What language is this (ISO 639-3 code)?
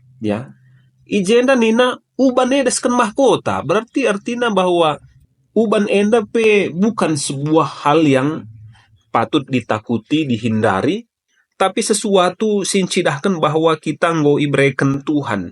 btx